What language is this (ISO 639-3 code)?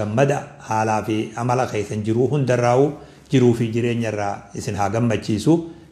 orm